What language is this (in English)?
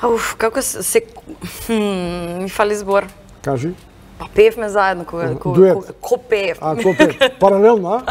Macedonian